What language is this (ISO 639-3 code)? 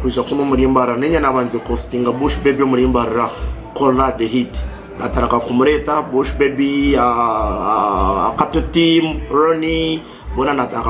nyn